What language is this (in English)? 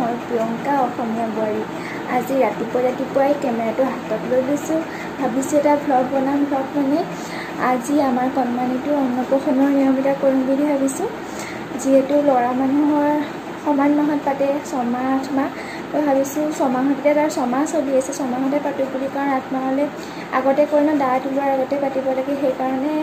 Assamese